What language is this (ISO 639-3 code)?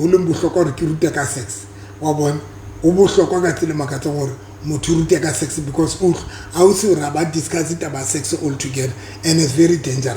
sot